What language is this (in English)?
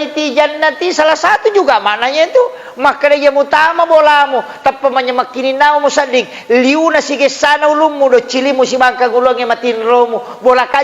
Buginese